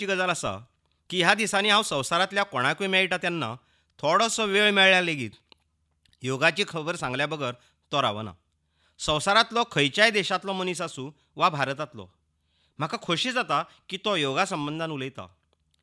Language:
Konkani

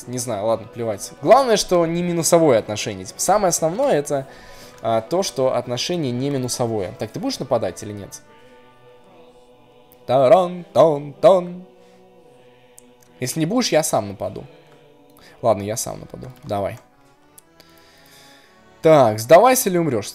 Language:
Russian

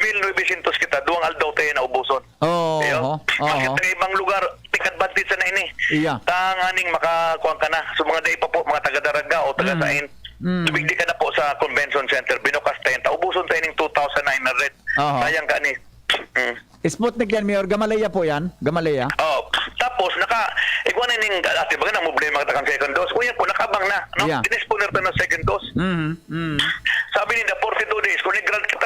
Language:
Bikol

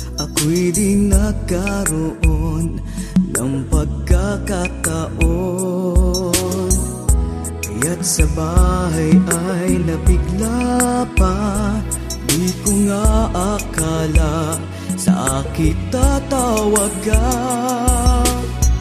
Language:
Filipino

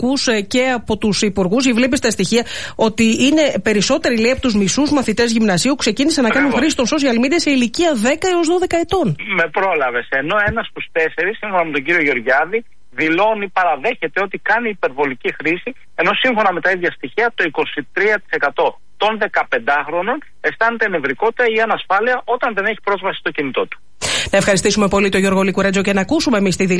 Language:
Greek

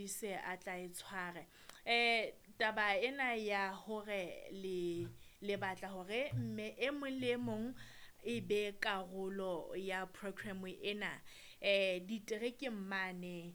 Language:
Southern Sotho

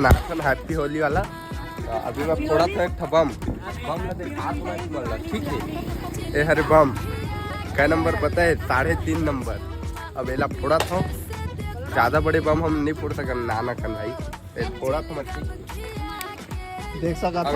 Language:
Chhattisgarhi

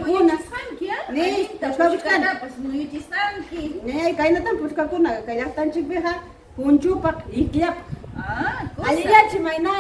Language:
Ayacucho Quechua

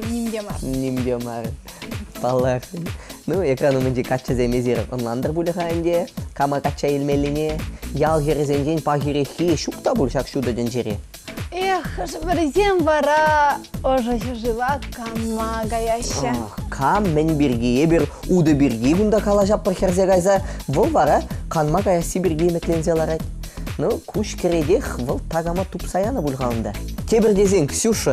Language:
Chuvash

